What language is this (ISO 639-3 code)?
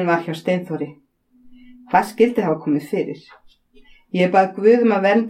isl